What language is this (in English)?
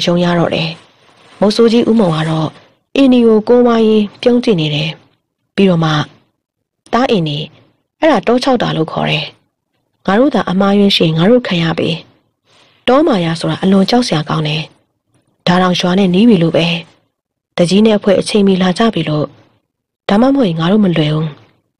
Burmese